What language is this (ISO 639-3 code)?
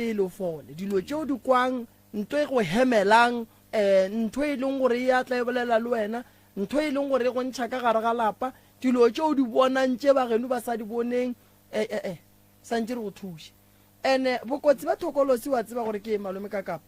nso